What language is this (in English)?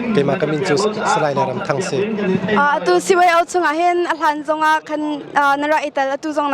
Hakha Chin